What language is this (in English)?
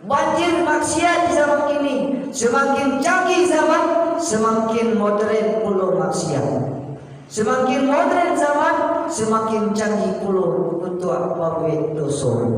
Minangkabau